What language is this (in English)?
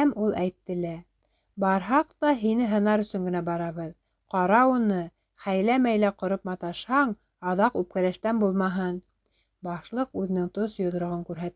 Bashkir